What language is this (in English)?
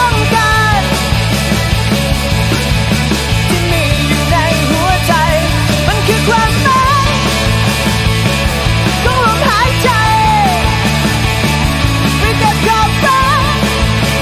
Thai